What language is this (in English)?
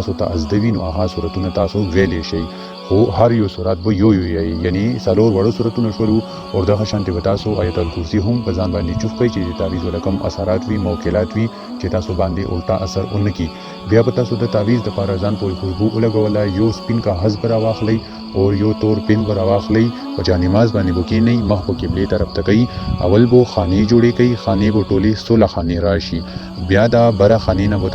Pashto